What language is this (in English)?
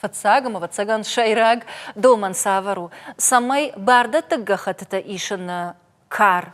Ossetic